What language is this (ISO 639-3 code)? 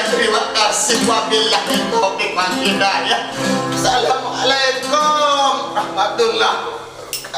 sas